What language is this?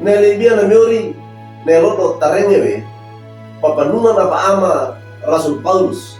Wejewa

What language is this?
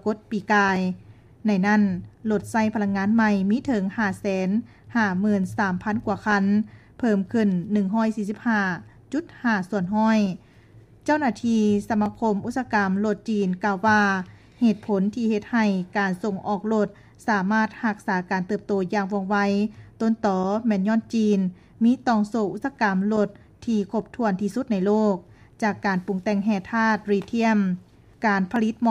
Lao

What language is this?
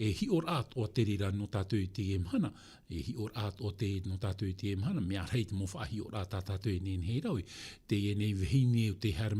Tahitian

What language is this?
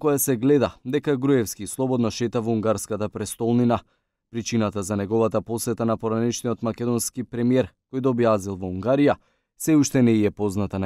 Macedonian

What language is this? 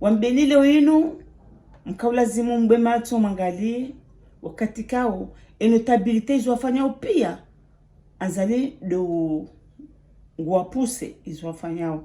Ngazidja Comorian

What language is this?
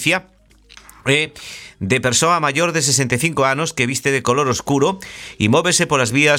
Galician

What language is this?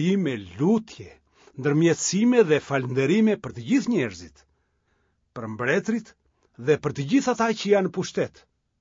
Albanian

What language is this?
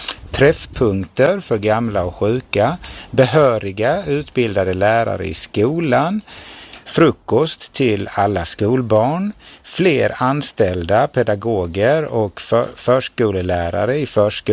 Swedish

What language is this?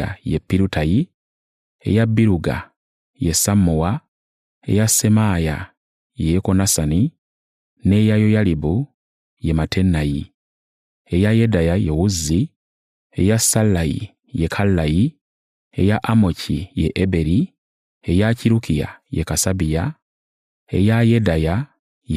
Ganda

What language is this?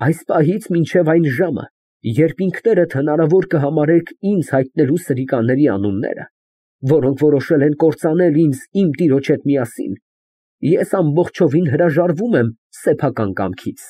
Armenian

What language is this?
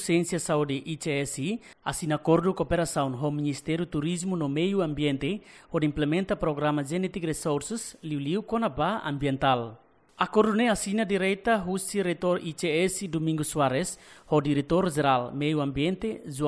Tetum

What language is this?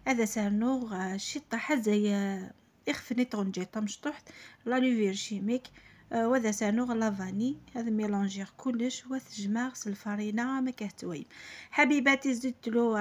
Algerian Arabic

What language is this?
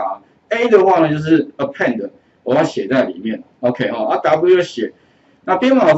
Chinese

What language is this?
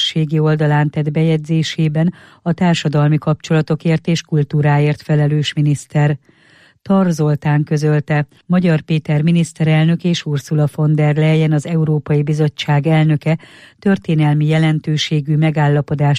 Hungarian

